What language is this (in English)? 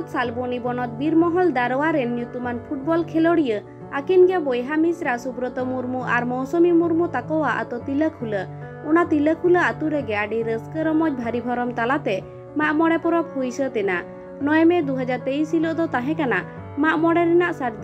Santali